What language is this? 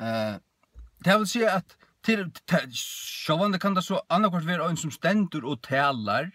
Faroese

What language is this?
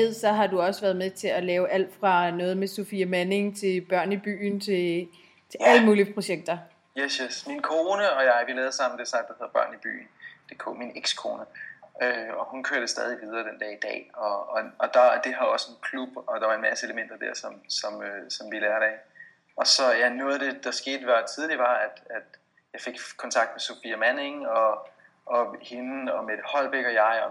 Danish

